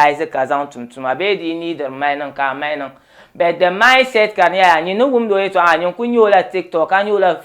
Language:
Dagbani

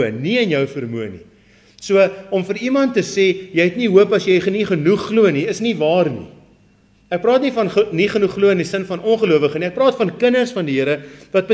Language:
Afrikaans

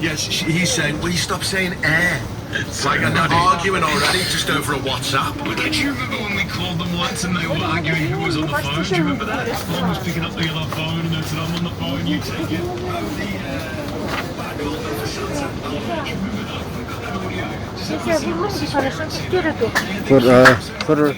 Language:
Yakut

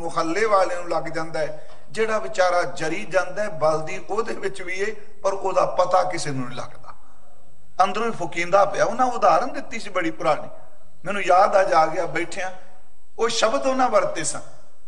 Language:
Punjabi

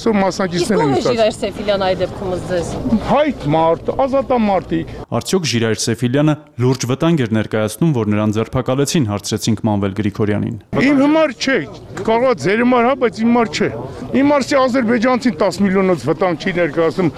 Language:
Armenian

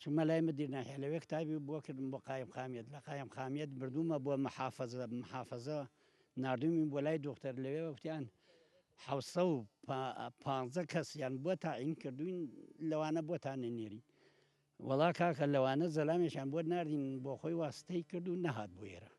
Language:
Central Kurdish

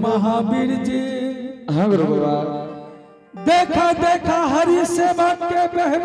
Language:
Angika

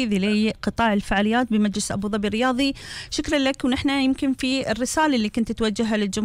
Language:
Gulf Arabic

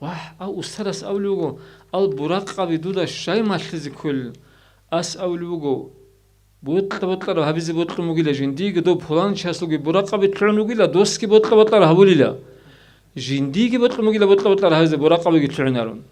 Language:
Avaric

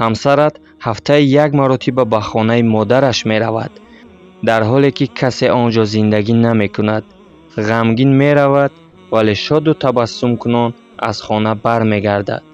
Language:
Tajik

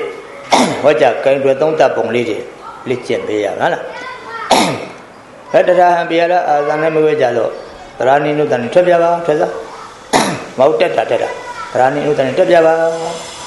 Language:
Burmese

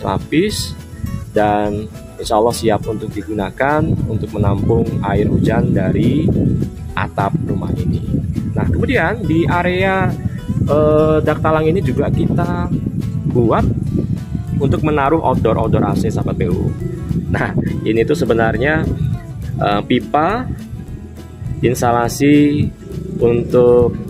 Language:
Indonesian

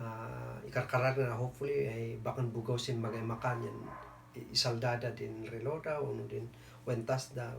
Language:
Kankanaey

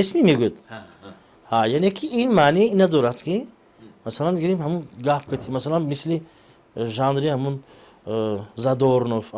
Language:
Tajik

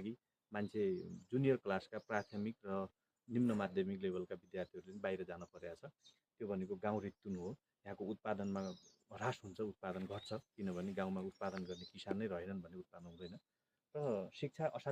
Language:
Nepali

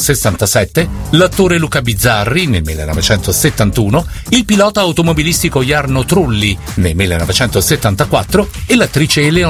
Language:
Italian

